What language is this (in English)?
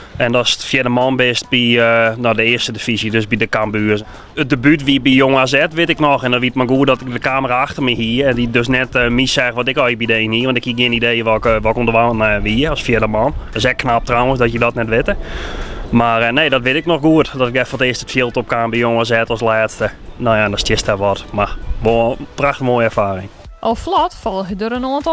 Western Frisian